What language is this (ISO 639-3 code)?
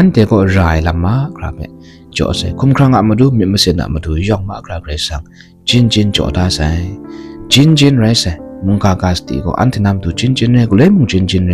kac